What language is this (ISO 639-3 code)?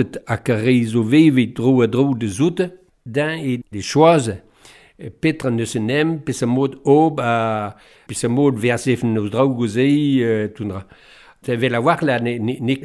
bre